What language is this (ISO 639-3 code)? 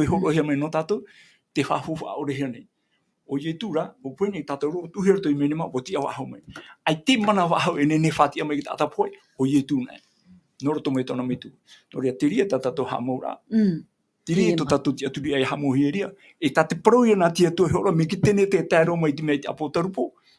tah